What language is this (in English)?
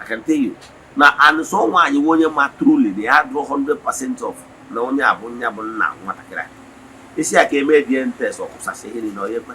Igbo